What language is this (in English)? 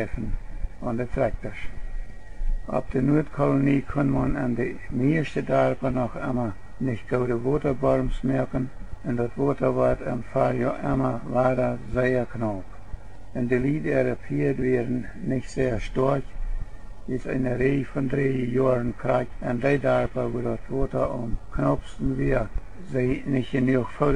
Plautdietsch